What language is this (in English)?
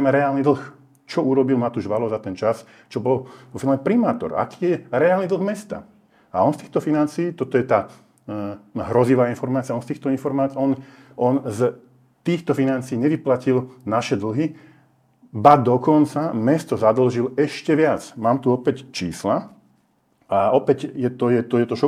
Slovak